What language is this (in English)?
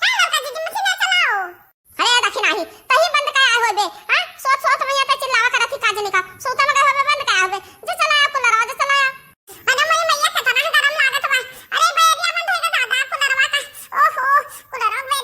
Awadhi